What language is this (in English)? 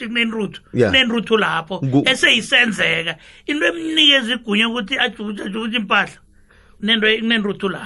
South Ndebele